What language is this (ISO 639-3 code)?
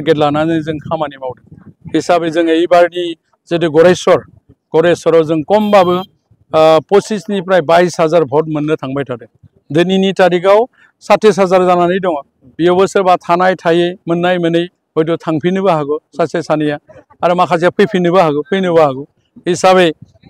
brx